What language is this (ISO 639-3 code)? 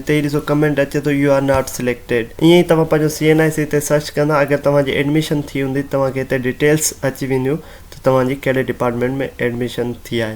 snd